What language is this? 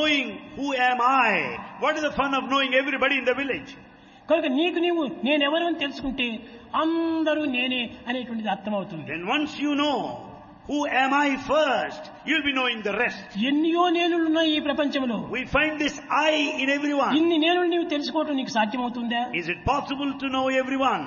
Telugu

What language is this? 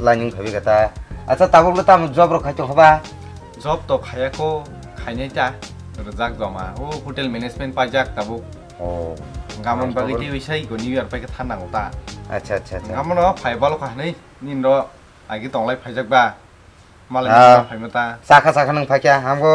Kok Borok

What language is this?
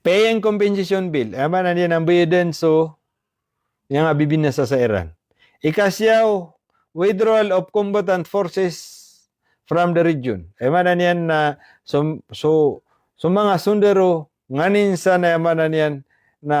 Maranao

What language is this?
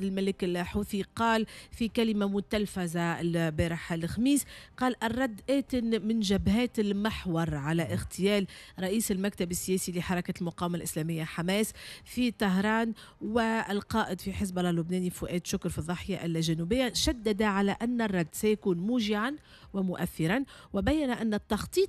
Tunisian Arabic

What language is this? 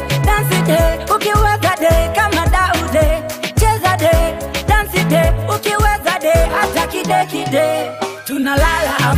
Swahili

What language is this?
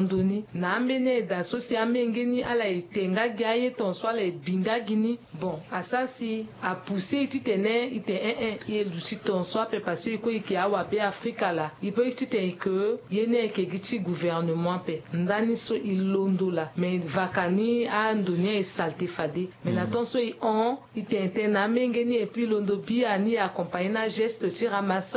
Sango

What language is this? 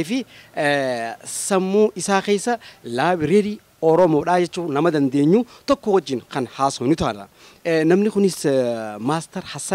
Oromo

